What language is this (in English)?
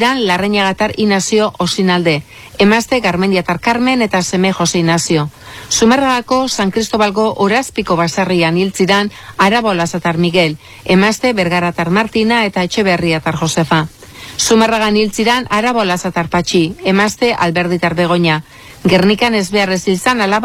Basque